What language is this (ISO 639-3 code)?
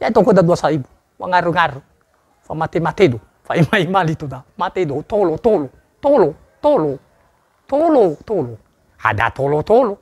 nia